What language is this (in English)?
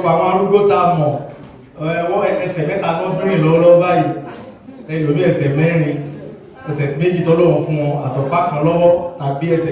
Yoruba